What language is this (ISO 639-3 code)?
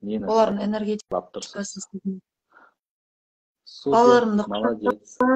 kaz